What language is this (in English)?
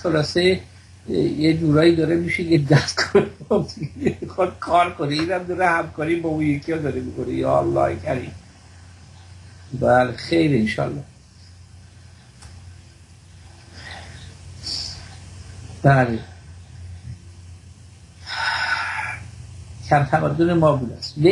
Persian